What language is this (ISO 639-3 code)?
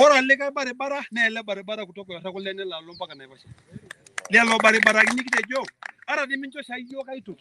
mas